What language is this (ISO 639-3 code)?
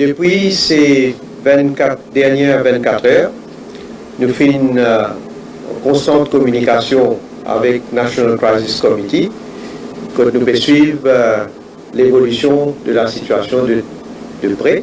mfe